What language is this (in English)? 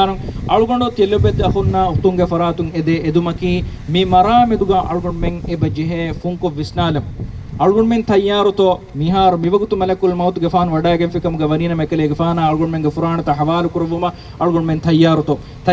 Divehi